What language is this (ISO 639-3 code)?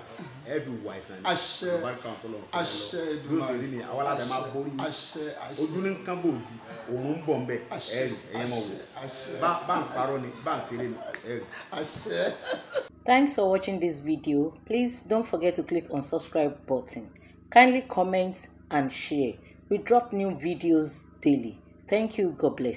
yor